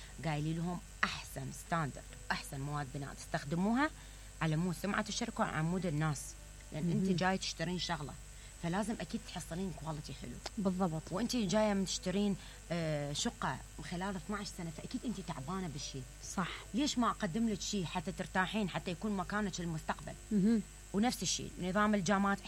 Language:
Mesopotamian Arabic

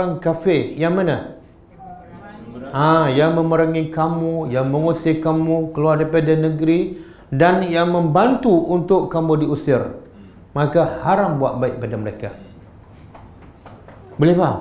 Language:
Malay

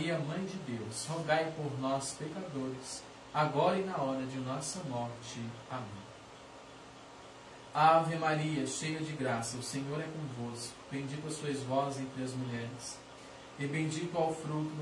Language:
Portuguese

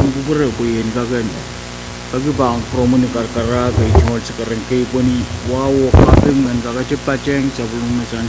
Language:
Pohnpeian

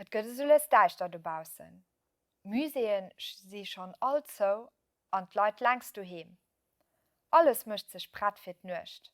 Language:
Luxembourgish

